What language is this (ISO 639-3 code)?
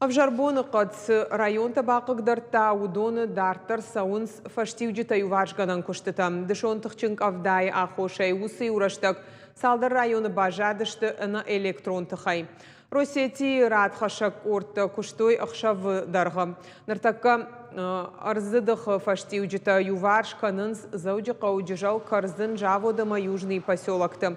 oss